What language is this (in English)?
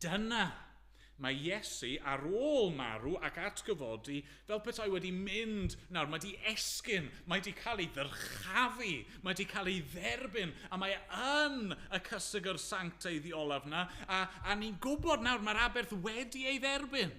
Welsh